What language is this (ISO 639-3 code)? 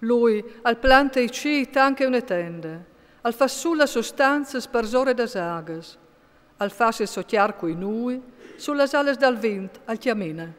fur